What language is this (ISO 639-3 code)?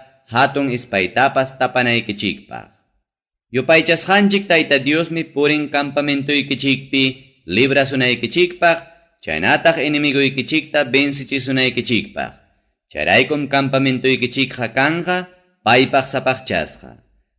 quy